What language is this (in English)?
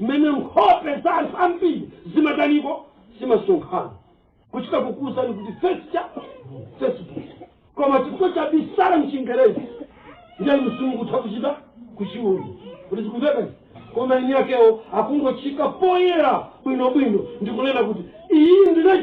Nyanja